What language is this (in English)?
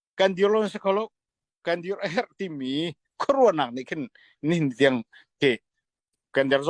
Falam Chin